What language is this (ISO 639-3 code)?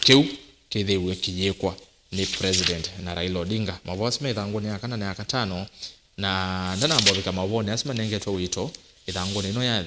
kam